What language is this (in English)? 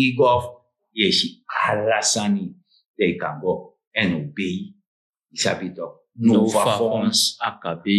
Sranan Tongo